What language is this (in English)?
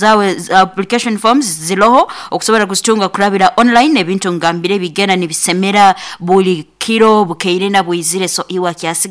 Nyankole